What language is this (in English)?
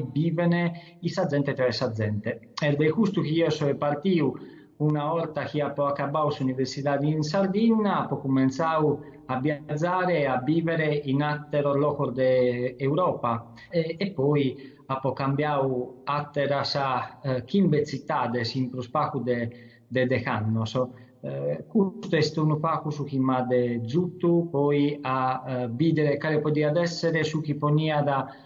Sardinian